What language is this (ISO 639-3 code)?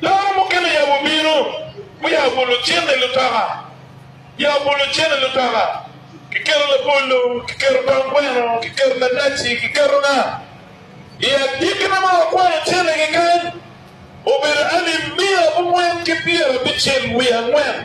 ach